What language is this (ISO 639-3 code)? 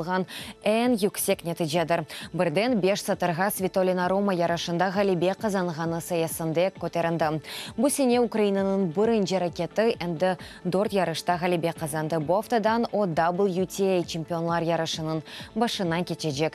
crh